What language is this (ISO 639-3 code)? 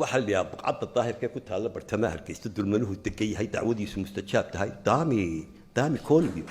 som